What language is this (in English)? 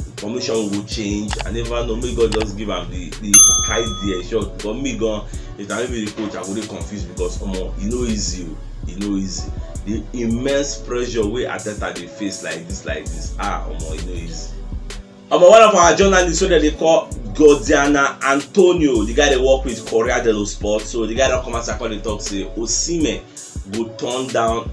Nigerian Pidgin